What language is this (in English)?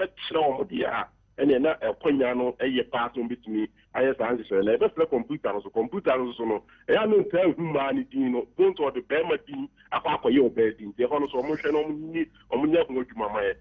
Akan